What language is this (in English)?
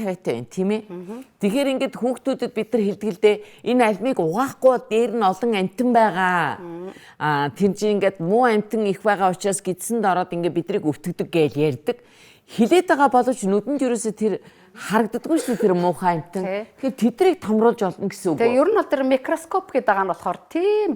Mongolian